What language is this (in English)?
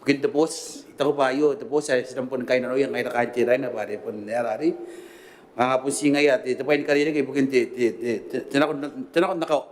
Gilbertese